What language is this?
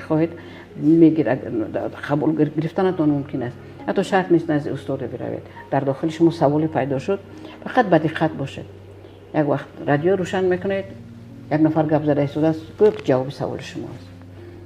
Tajik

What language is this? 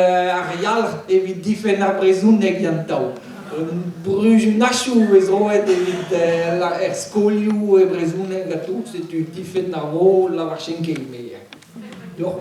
Breton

